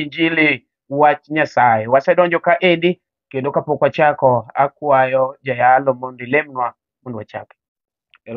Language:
Luo (Kenya and Tanzania)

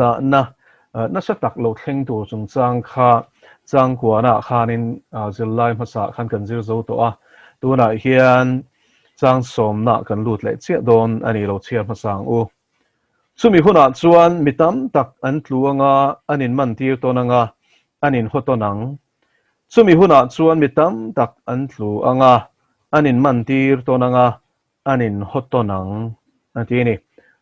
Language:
Mizo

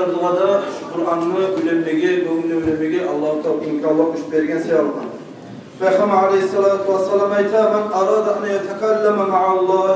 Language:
Kumyk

